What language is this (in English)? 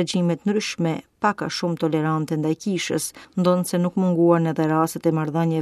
Albanian